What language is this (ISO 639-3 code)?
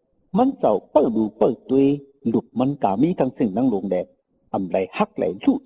shn